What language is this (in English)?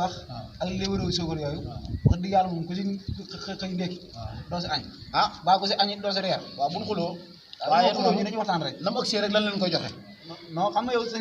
Wolof